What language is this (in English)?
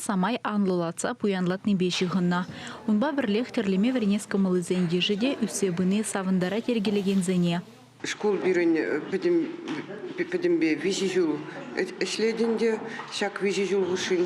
Chuvash